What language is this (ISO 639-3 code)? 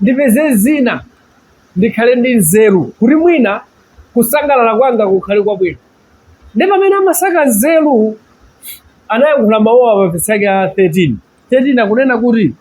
nya